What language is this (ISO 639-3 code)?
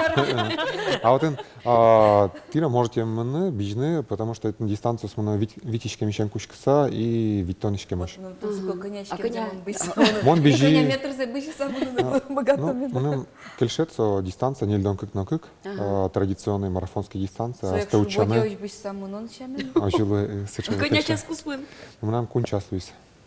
udm